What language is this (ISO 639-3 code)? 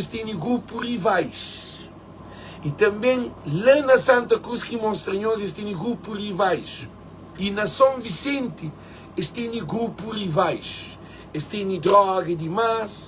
kea